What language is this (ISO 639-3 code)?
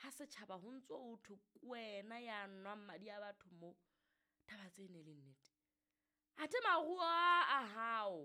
sot